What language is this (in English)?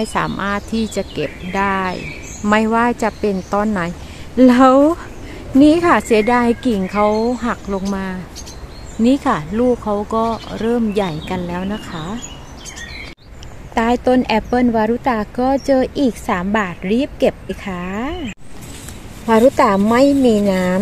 Thai